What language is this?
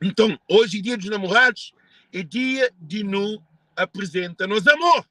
Kabuverdianu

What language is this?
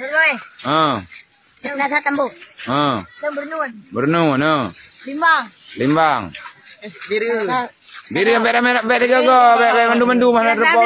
Achinese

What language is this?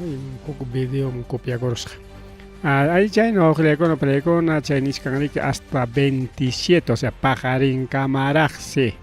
Ayacucho Quechua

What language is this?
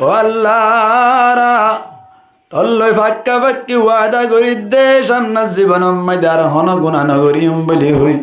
Rohingya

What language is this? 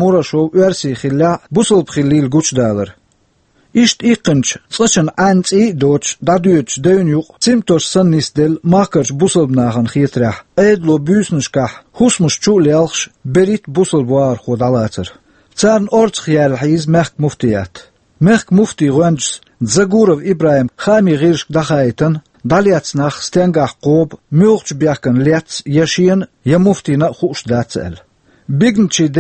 Chechen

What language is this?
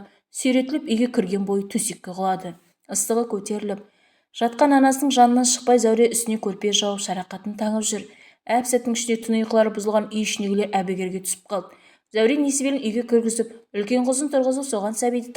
Kazakh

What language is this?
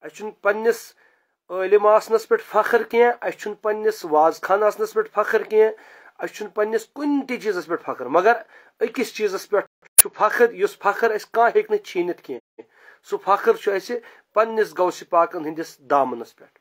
Kashmiri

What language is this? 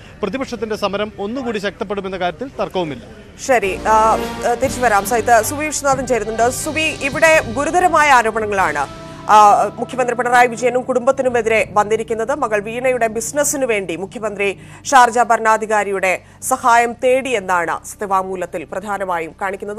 Malayalam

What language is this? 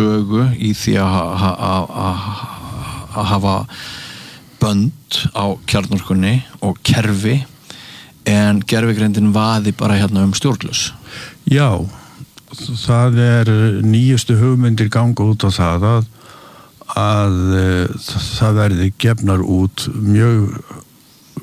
Icelandic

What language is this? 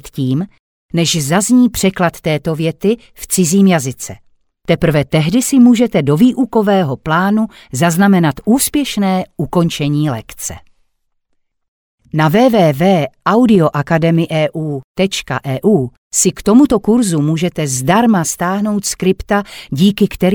Czech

